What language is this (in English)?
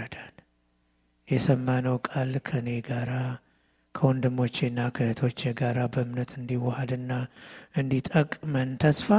Amharic